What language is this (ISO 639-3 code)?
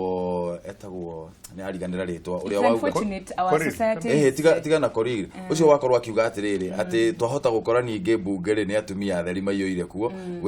kik